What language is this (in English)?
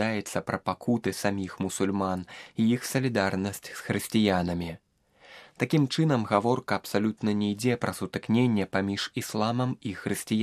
Belarusian